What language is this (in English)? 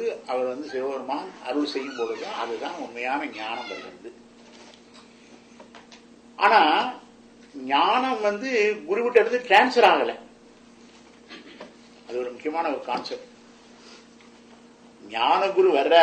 Tamil